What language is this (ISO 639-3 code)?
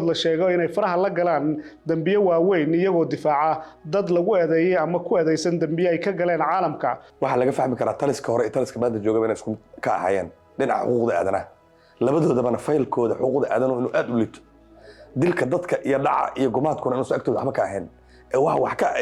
som